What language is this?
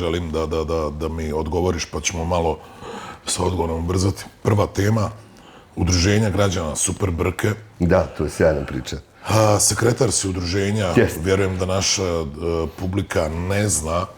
Bosnian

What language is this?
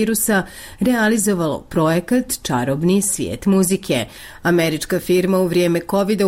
Bosnian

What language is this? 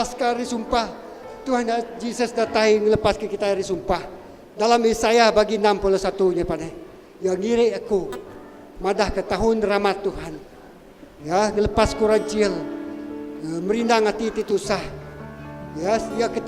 Iban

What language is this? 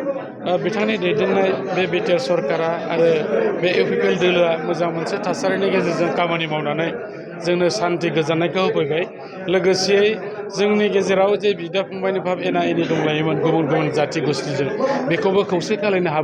Bodo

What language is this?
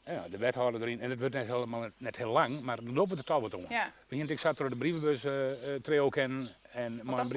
Western Frisian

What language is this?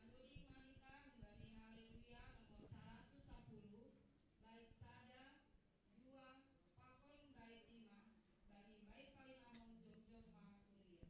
Batak Simalungun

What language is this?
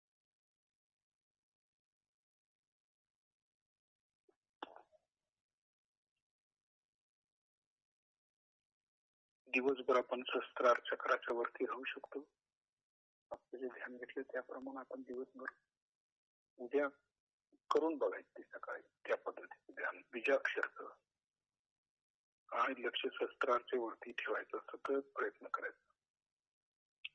Marathi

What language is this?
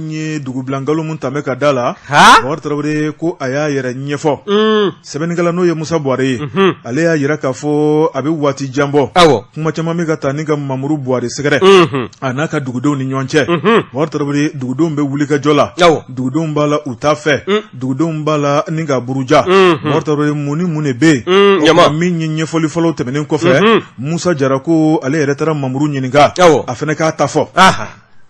Bambara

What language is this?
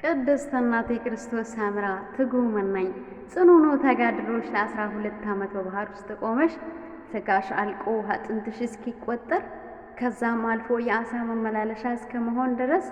Amharic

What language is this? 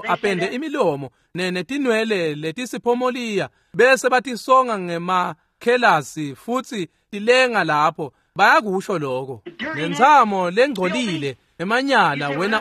Swati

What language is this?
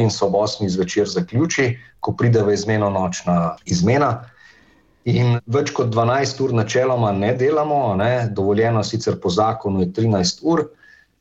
Slovenian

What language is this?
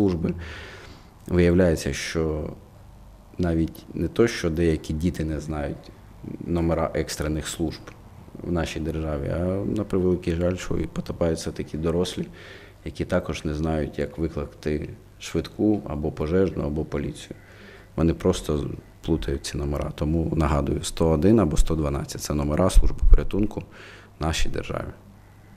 Ukrainian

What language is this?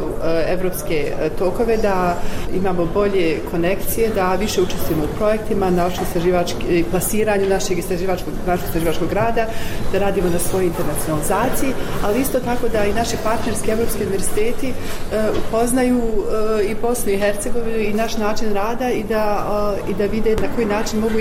Bosnian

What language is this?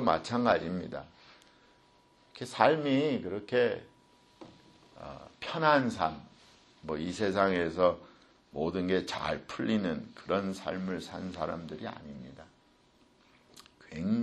Korean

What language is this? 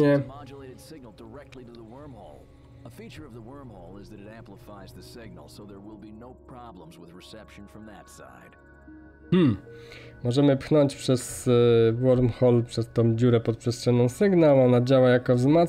Polish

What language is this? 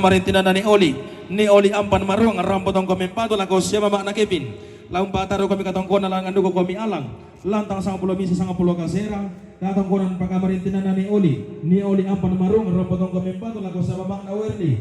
Toraja-Sa'dan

